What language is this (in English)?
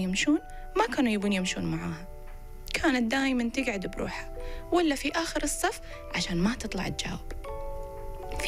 Gulf Arabic